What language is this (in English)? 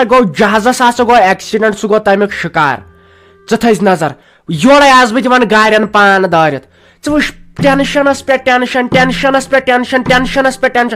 Kashmiri